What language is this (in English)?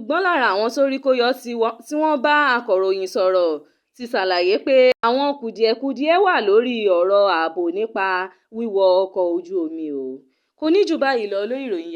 Yoruba